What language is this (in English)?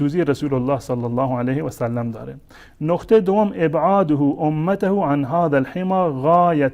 Persian